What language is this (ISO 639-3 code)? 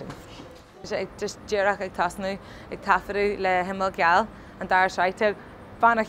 gle